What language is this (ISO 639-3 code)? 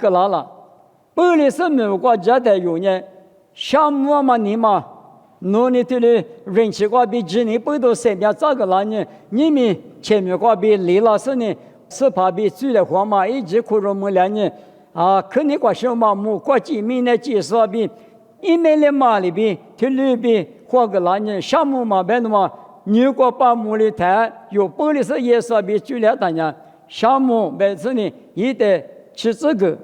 lis